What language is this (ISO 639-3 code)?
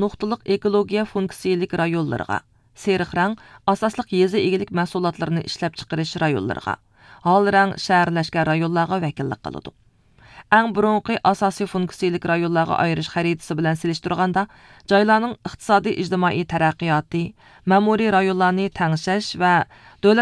uig